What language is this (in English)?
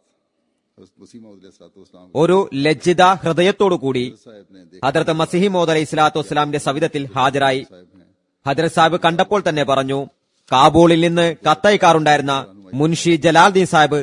Malayalam